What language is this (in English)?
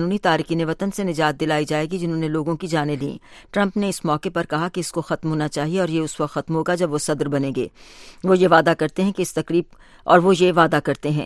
Urdu